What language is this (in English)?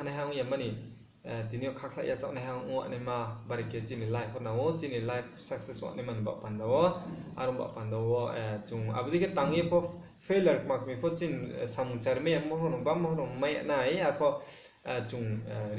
Riang (India)